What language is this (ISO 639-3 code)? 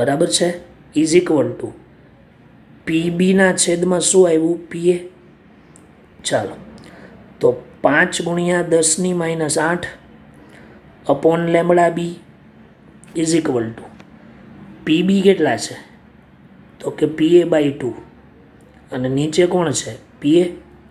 guj